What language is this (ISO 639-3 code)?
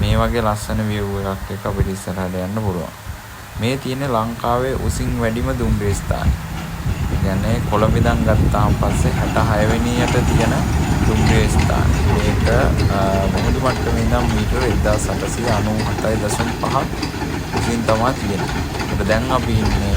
sin